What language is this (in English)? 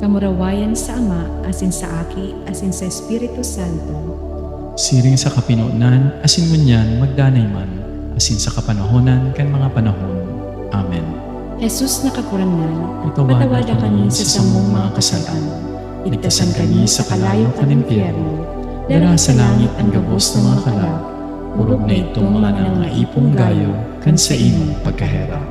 Bikol